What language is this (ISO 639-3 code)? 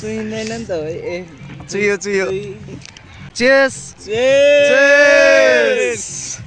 nep